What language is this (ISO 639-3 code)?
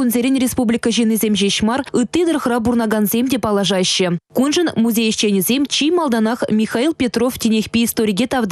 chv